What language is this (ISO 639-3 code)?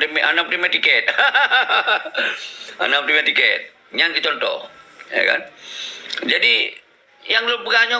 ace